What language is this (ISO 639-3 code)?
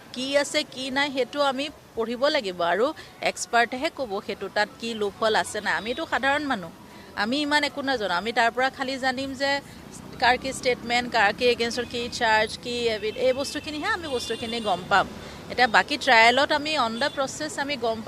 asm